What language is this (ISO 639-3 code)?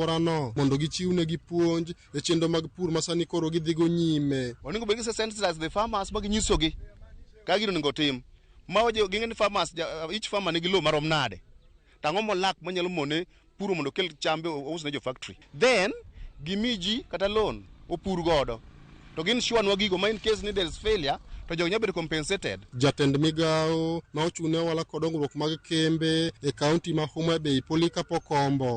luo